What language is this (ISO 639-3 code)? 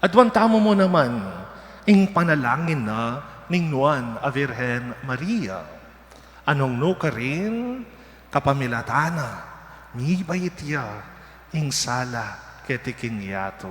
pam